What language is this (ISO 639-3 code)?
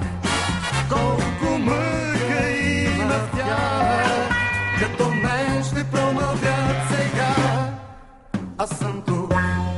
bul